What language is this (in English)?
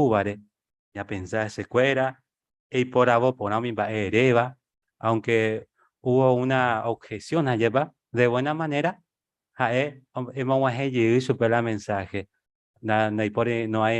Guarani